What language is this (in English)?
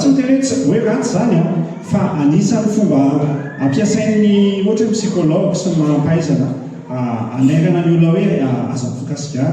Malagasy